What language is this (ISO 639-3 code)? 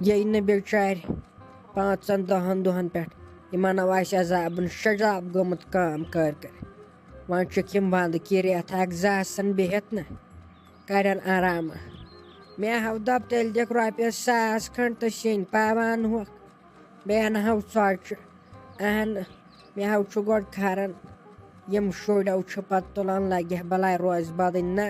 kas